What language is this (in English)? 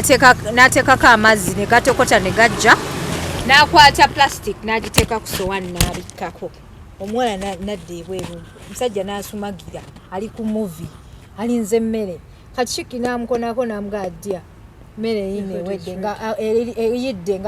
Ganda